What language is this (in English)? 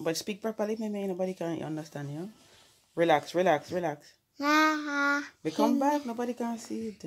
Jamaican Creole English